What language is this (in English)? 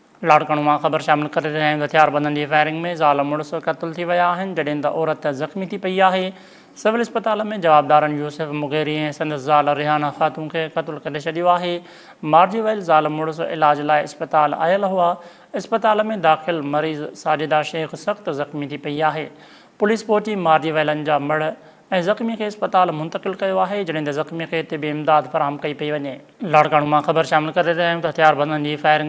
Sindhi